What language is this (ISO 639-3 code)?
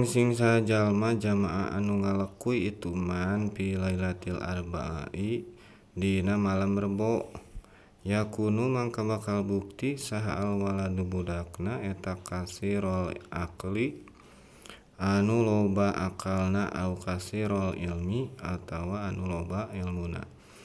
sun